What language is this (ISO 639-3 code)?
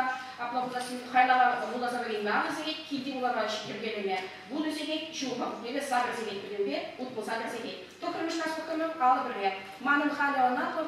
chv